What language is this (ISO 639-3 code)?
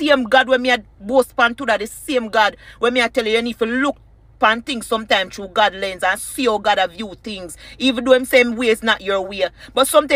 jam